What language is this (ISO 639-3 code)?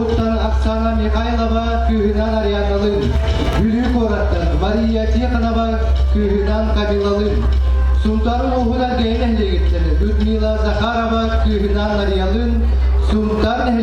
sah